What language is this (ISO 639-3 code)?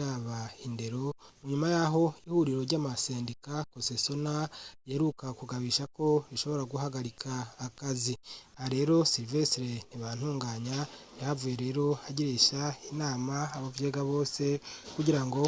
run